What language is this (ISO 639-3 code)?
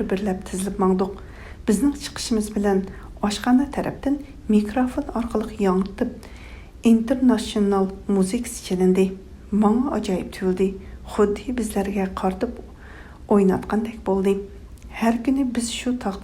uig